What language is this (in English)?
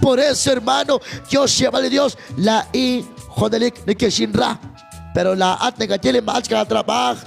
Kekchí